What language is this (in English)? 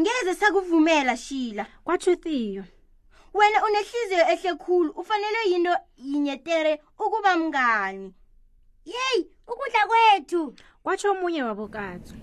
South Ndebele